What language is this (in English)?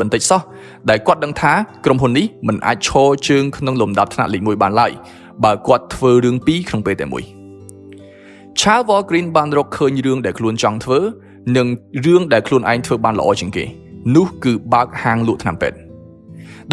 Khmer